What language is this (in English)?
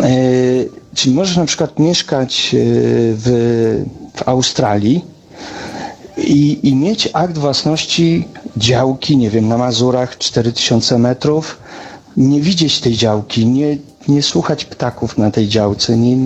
Polish